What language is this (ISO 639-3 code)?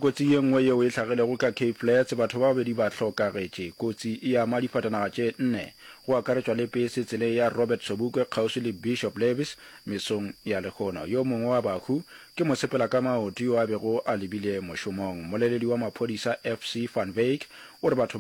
nso